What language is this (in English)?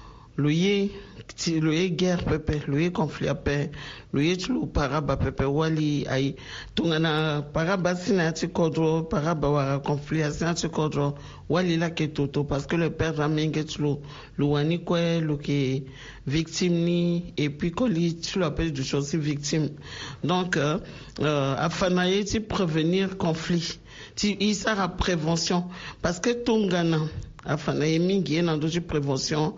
Sango